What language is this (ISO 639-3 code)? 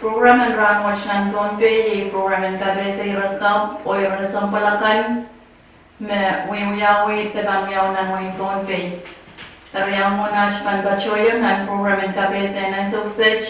pon